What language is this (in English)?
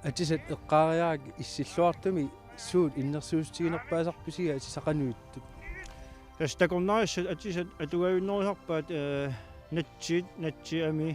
Kalaallisut